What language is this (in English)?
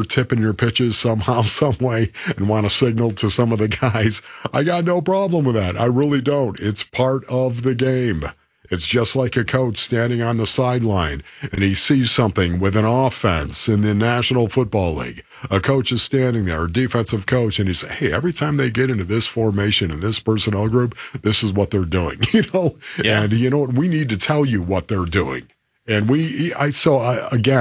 English